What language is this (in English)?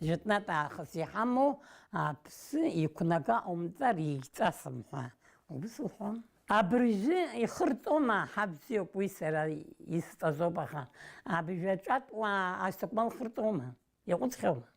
Abkhazian